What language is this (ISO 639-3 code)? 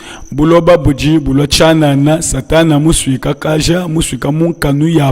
lua